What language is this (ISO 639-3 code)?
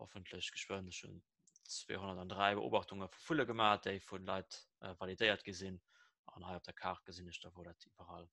ltz